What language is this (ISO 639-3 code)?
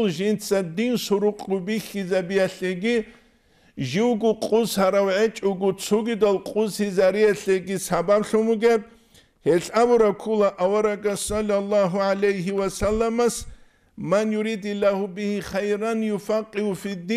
ava